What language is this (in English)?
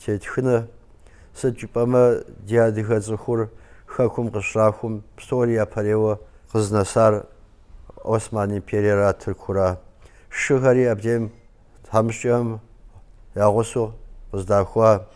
Kabardian